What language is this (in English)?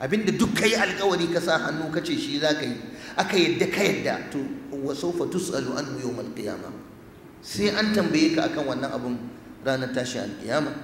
Hausa